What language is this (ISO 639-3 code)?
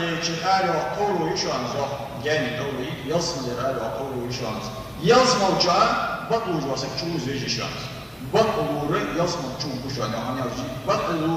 inh